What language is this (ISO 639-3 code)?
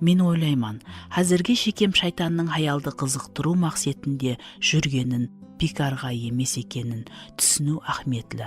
kaa